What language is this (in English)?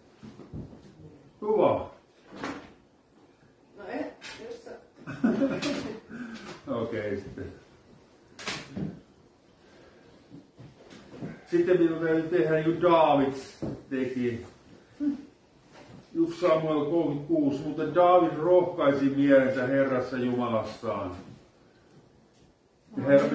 Finnish